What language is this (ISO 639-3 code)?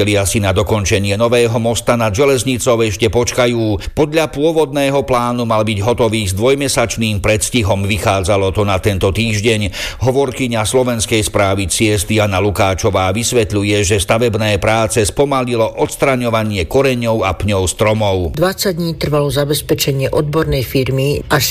slk